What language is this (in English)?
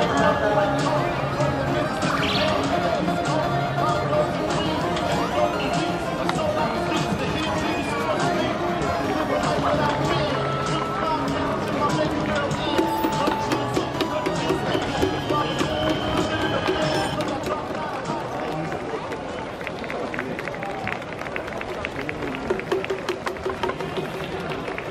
Japanese